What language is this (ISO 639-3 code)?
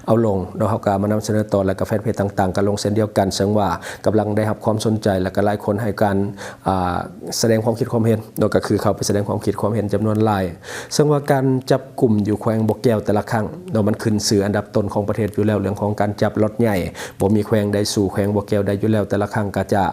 lao